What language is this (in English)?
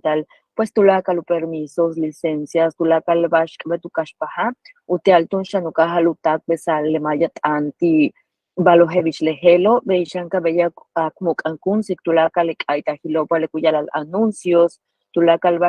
Yucateco